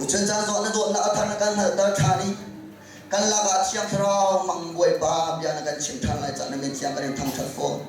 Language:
Hakha Chin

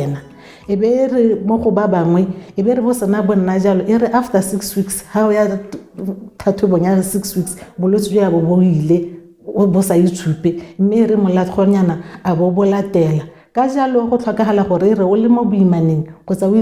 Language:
Tswana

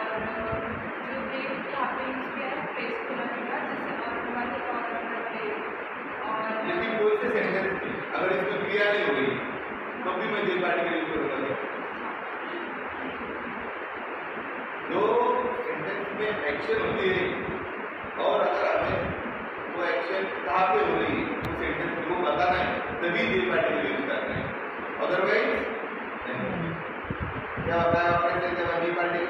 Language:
Marathi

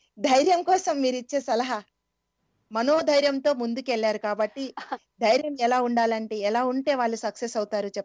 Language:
Telugu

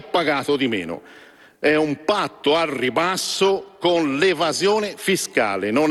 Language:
Italian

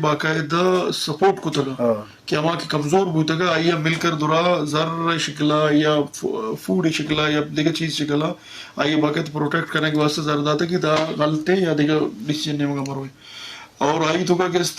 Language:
Eastern Balochi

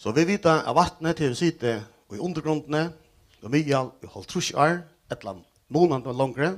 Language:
Faroese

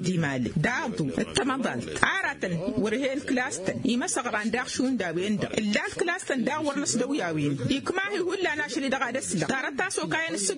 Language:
Tamasheq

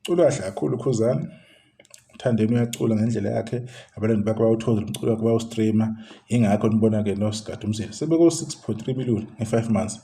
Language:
Zulu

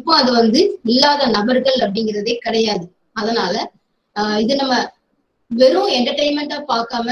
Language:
Tamil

